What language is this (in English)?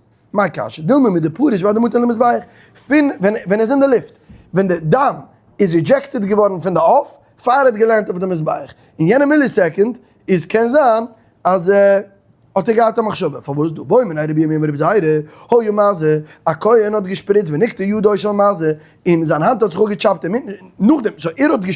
Yiddish